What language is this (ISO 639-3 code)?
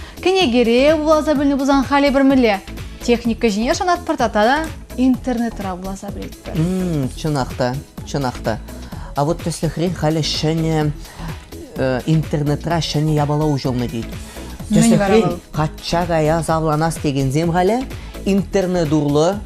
chv